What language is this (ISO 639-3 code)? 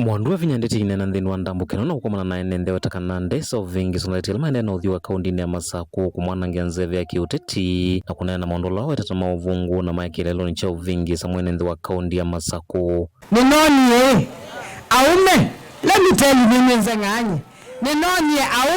kam